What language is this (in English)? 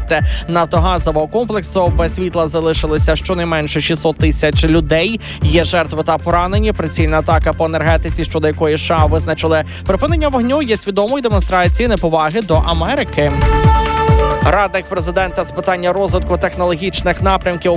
Ukrainian